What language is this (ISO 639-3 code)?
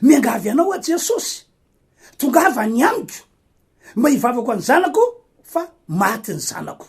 mlg